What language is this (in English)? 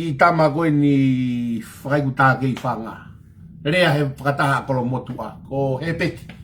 Tongan